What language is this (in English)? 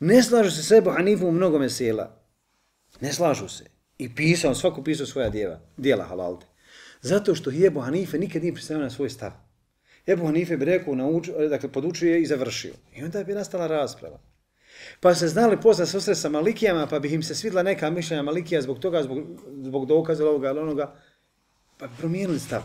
Bosnian